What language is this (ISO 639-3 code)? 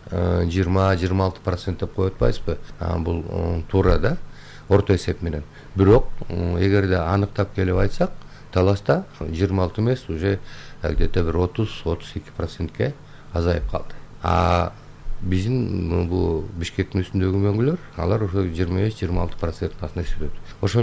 kir